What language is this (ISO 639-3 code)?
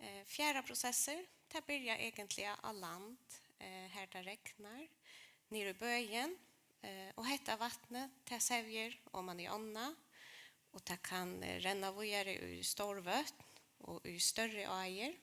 fao